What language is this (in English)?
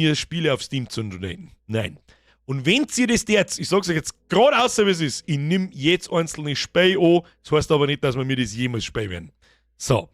Bavarian